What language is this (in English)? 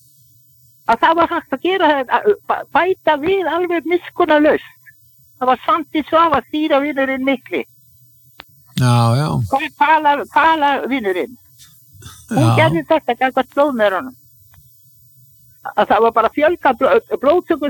Icelandic